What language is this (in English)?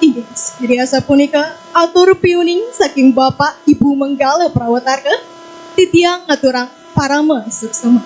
Balinese